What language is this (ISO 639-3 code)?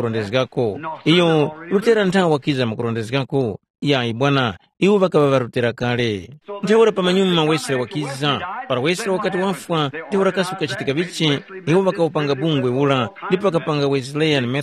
tum